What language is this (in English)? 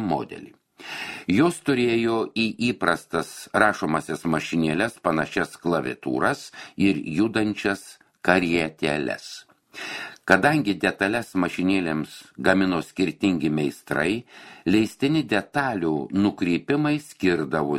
Lithuanian